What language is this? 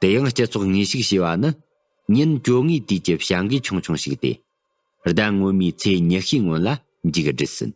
Tibetan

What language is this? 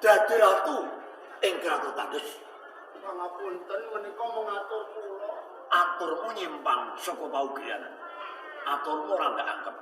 Javanese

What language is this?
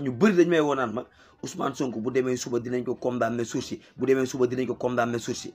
Wolof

